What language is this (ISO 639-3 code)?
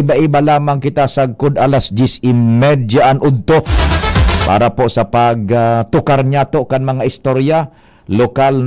bik